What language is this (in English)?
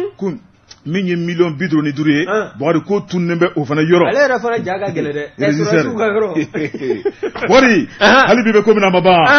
Bambara